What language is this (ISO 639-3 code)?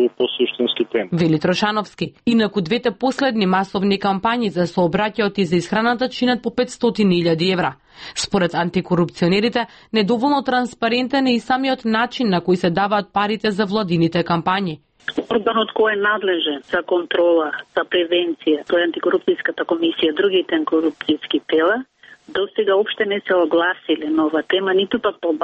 mkd